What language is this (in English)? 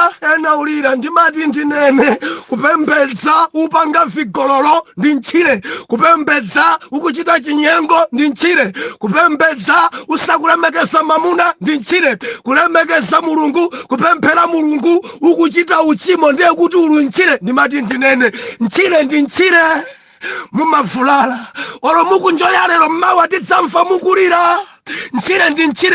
Nyanja